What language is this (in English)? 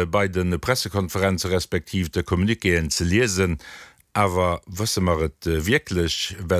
Luxembourgish